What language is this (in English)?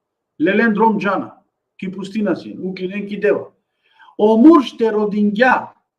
Balkan Romani